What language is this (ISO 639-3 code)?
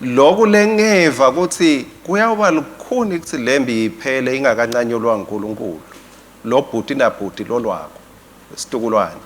ssw